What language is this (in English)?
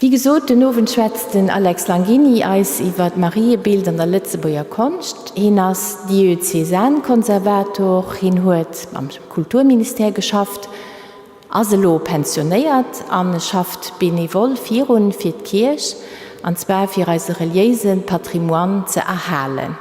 Luxembourgish